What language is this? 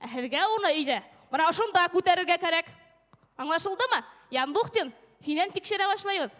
Bashkir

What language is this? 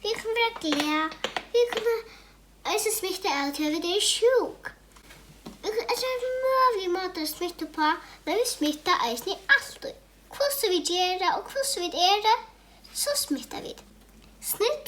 Faroese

